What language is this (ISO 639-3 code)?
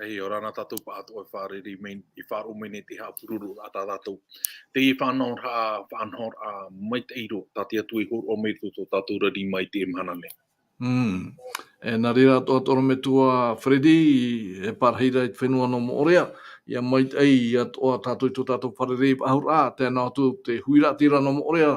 tah